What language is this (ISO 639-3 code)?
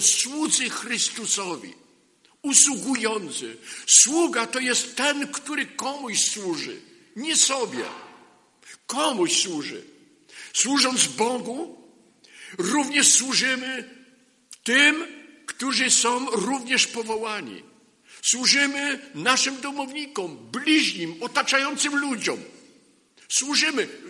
pol